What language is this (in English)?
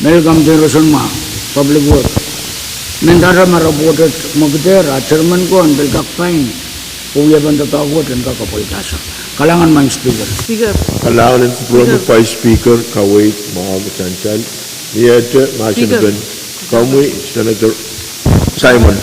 Pohnpeian